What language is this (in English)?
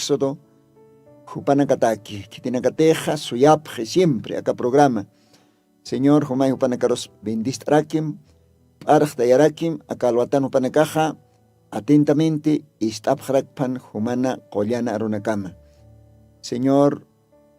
Aymara